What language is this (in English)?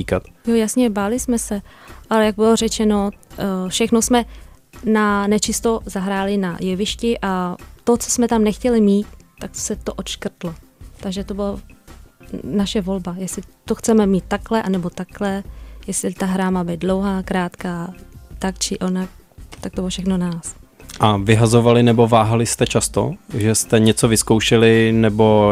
Czech